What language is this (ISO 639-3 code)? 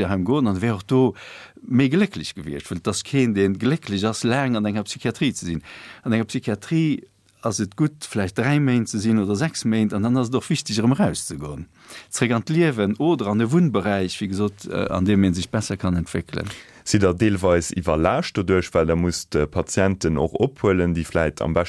ltz